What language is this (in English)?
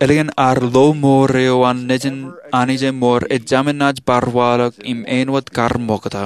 Marshallese